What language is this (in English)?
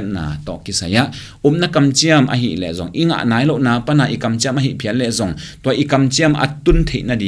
Tedim Chin